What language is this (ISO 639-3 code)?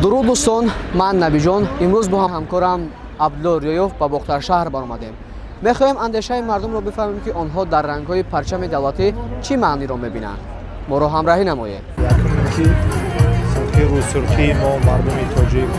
tgk